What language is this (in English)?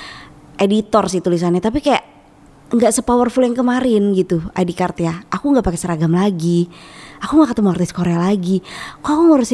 Indonesian